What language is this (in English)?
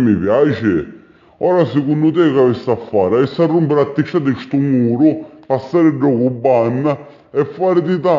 Sicilian